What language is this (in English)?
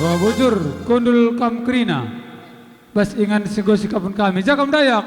Batak Karo